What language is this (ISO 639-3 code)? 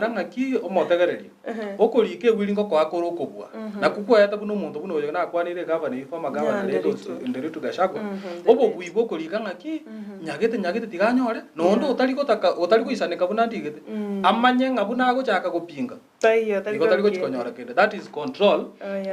guz